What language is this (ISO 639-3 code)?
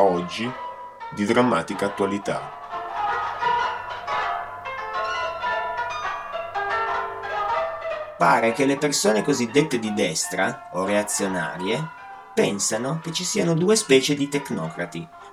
ita